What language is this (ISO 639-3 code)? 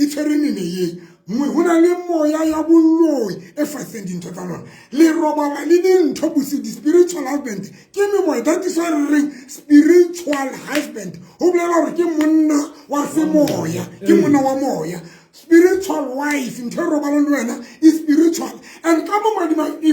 sot